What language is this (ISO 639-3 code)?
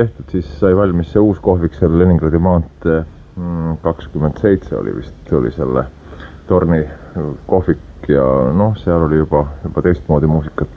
est